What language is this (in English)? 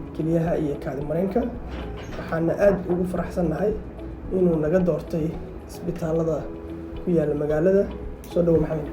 Somali